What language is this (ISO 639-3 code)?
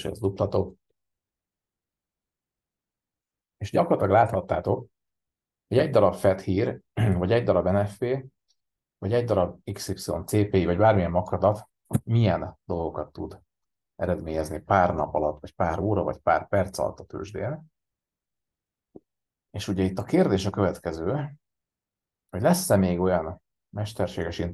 hun